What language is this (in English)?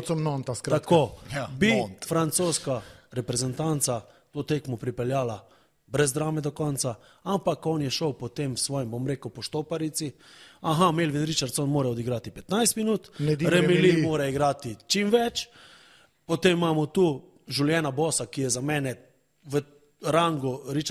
Slovenian